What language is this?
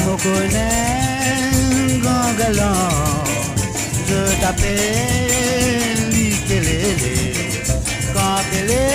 Morisyen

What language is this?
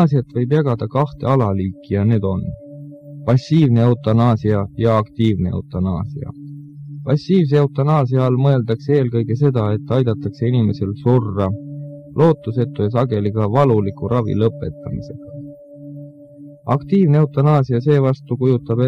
Estonian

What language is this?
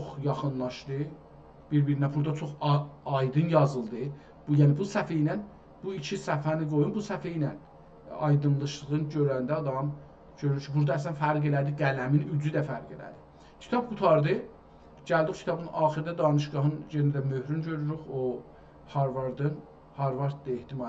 South Azerbaijani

